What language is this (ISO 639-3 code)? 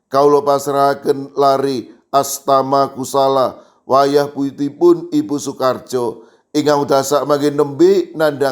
jav